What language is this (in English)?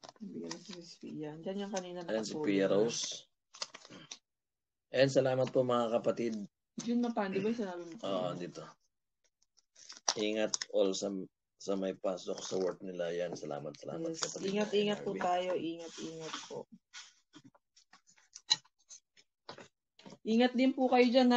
Filipino